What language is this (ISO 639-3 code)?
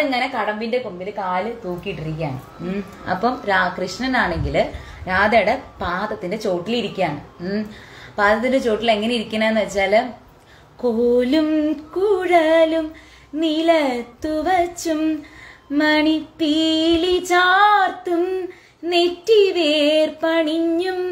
mal